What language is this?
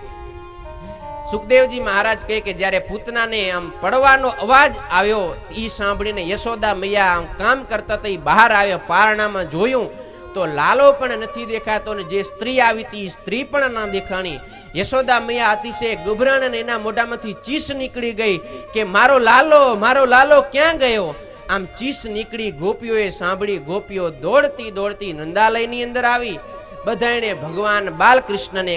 Gujarati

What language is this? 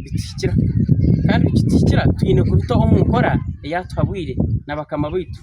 Nyankole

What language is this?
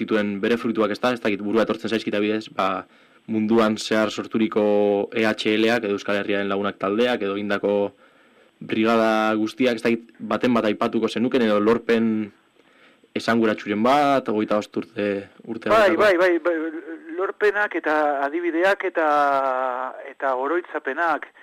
Basque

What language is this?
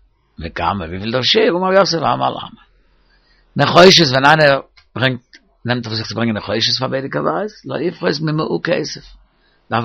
Yiddish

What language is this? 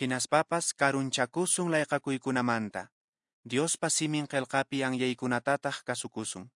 Quechua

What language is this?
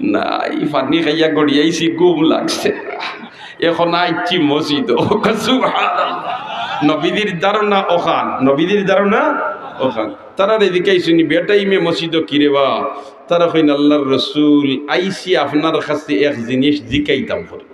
Sylheti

